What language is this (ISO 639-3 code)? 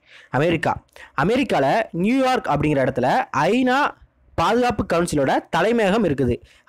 tam